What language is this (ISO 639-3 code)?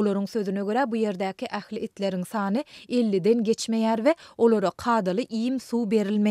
tuk